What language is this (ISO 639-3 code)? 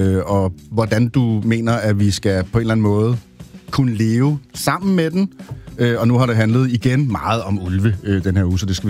dan